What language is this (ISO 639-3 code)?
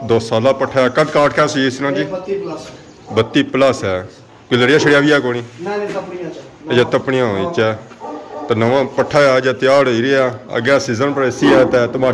phr